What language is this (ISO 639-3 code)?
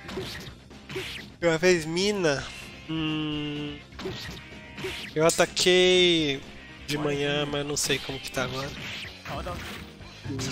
por